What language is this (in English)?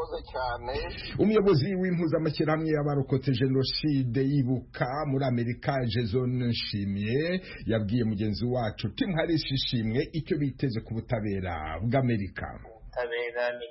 Kinyarwanda